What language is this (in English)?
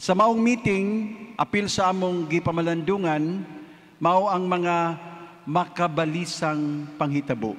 Cebuano